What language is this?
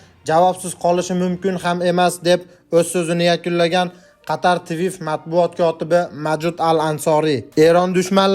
Uzbek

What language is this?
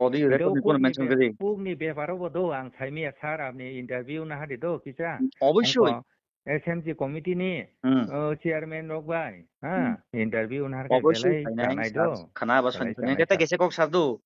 Kok Borok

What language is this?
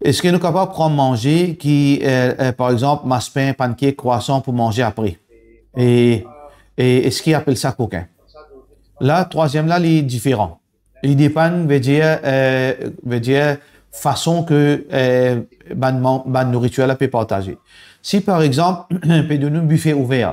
Morisyen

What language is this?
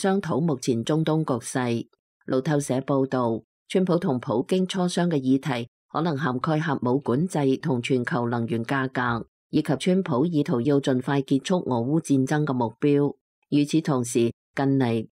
Cantonese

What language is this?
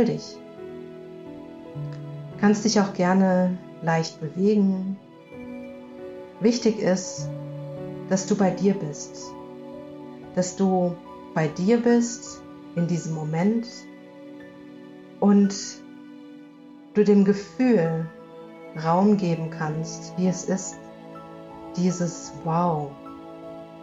German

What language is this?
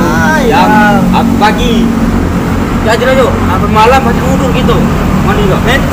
Musi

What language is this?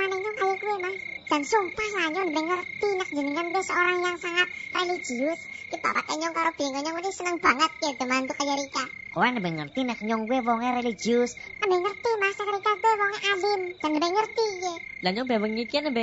Javanese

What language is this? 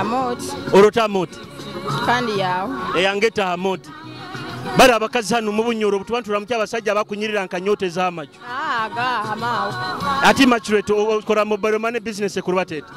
Nyoro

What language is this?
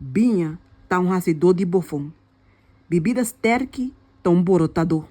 Papiamento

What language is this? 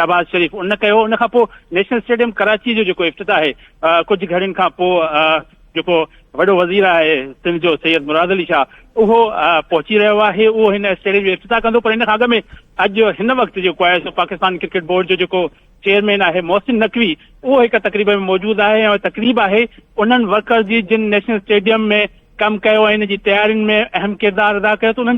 Sindhi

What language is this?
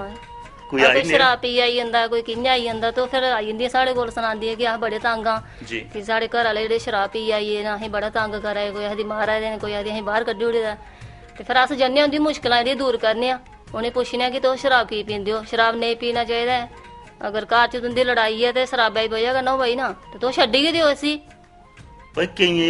Dogri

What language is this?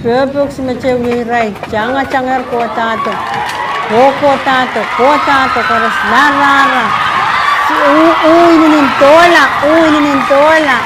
Pohnpeian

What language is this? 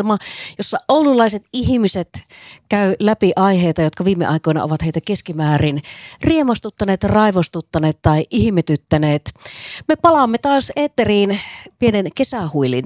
Finnish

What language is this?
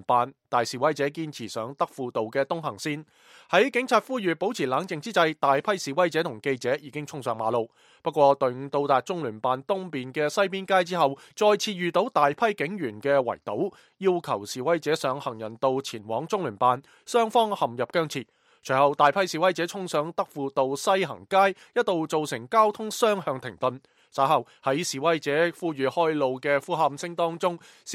Cantonese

